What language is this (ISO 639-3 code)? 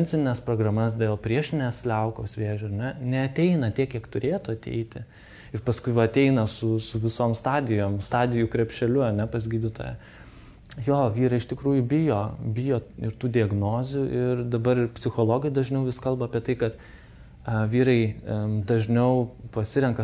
lit